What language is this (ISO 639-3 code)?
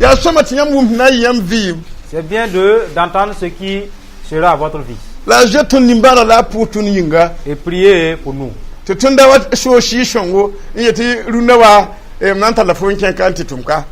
mos